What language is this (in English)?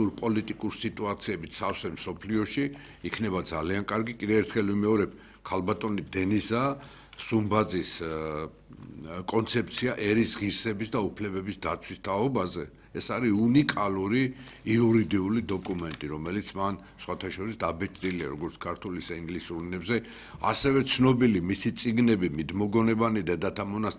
Georgian